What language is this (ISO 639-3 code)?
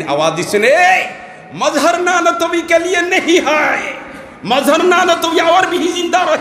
syl